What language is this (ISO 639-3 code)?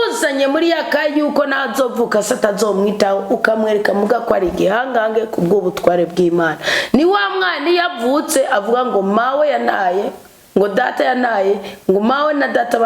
run